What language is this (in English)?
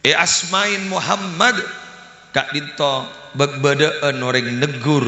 Madurese